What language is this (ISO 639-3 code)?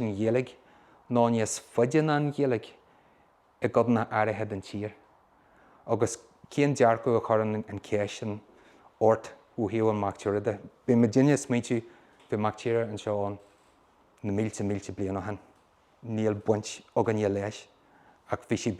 gle